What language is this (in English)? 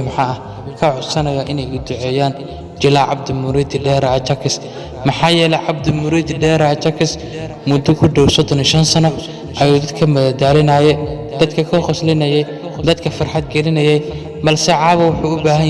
Somali